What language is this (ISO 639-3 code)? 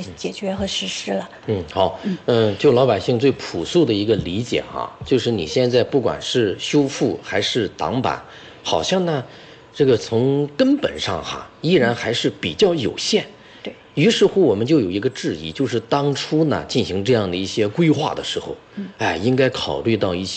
zho